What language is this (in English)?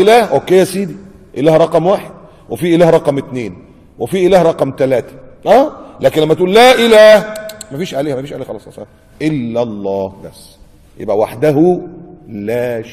Egyptian Arabic